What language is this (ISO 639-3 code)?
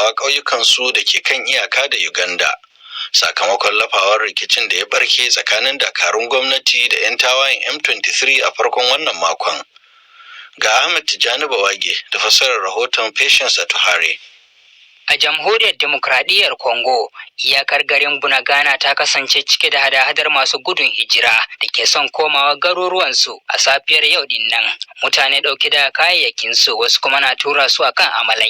hau